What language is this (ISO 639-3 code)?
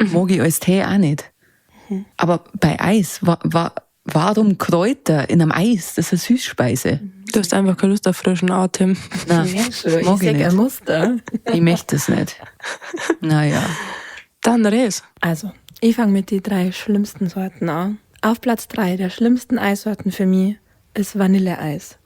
bar